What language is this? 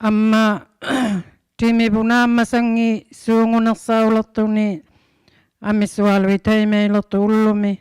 Inuktitut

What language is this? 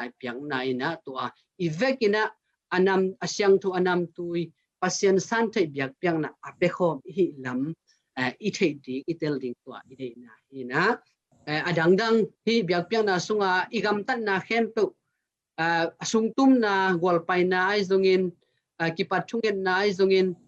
Tedim Chin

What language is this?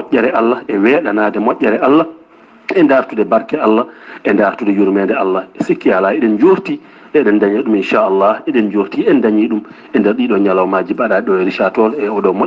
Fula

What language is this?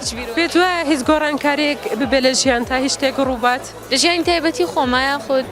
Central Kurdish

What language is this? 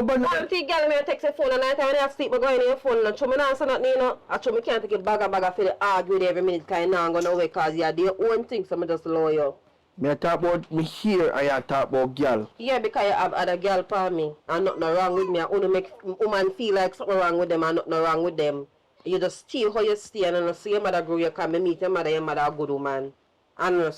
Jamaican Creole English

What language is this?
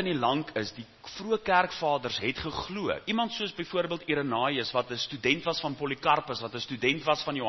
Afrikaans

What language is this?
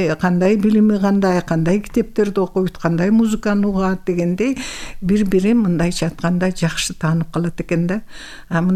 Kyrgyz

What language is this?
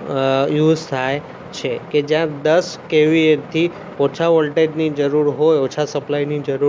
Gujarati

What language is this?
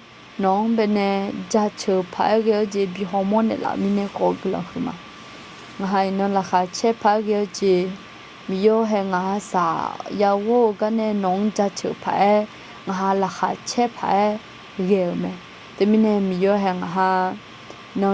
Akha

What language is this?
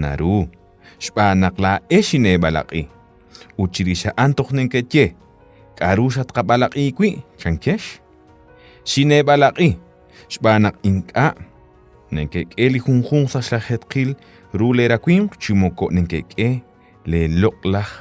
Kekchí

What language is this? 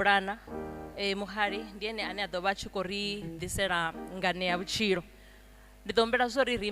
Venda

